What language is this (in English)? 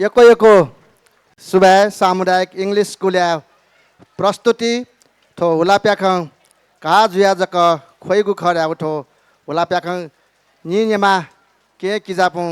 Newari